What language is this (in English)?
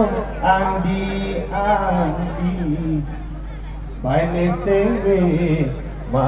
Karbi